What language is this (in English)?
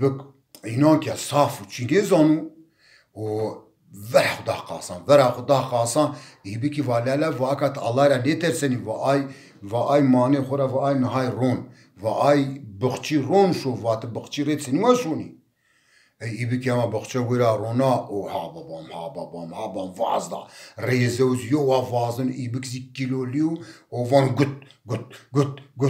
Zaza